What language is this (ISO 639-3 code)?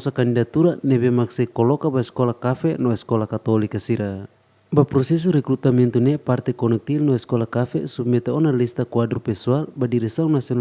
tet